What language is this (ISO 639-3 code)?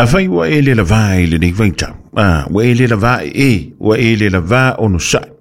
smo